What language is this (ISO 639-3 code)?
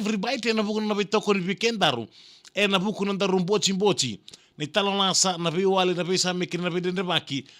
fij